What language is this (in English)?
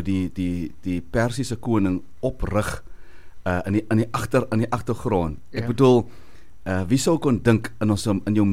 Afrikaans